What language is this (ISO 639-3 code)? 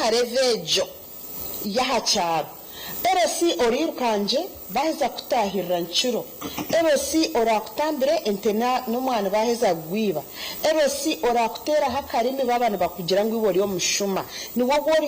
nyn